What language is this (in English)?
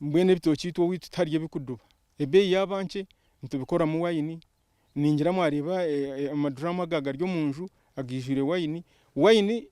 Nyankole